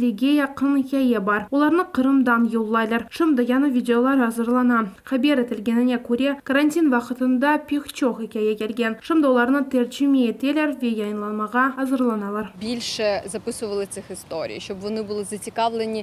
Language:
Crimean Tatar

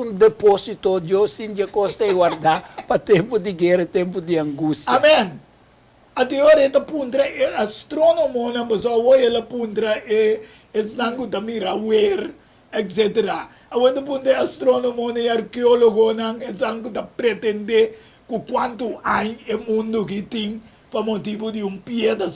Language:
Papiamento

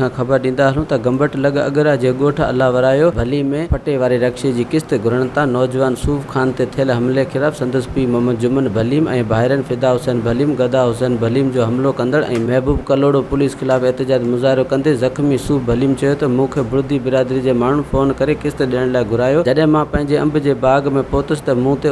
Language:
Sindhi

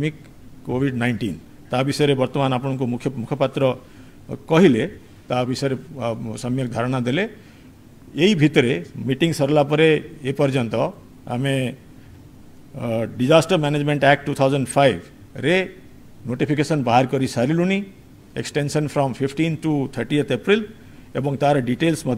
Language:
Odia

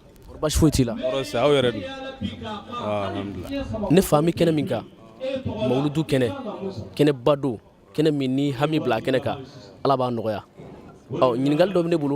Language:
Bambara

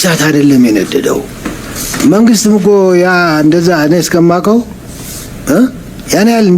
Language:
Amharic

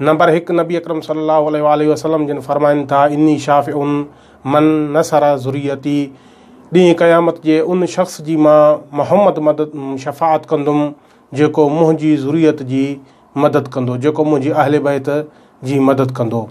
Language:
Sindhi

